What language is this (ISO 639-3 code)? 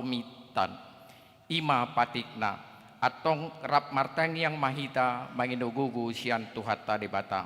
bbc